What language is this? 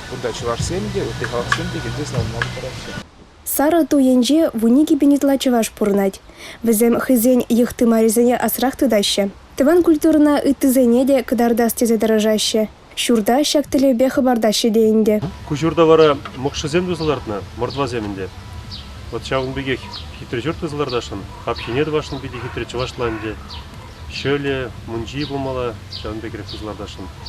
Chuvash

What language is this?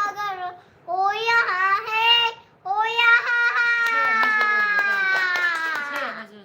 Manipuri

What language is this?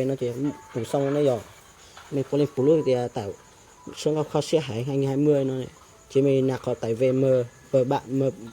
Hmong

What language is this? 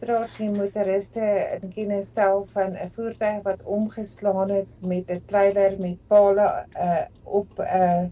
Afrikaans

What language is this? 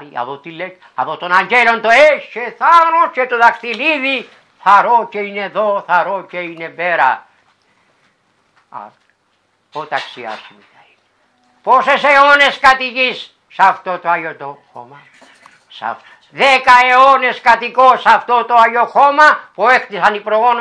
Greek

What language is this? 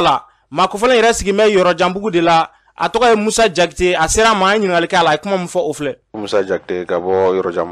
Bambara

